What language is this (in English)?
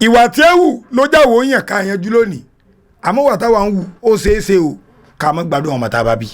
Yoruba